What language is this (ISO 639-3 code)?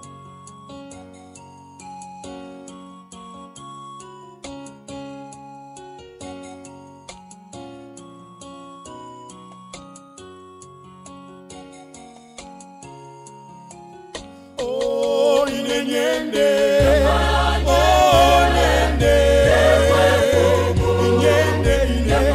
bem